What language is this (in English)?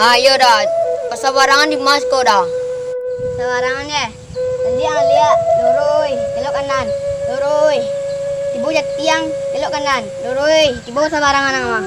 Minangkabau